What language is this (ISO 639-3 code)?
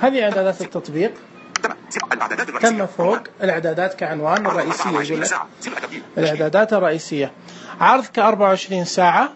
ars